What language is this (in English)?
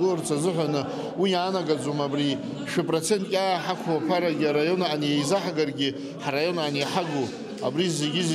Abkhazian